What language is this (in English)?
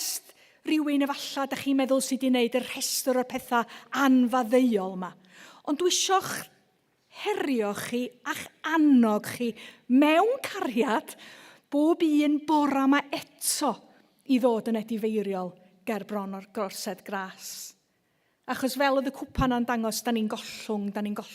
Welsh